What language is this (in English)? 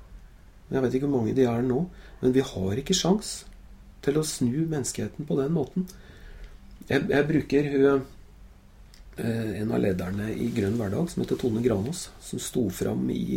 Norwegian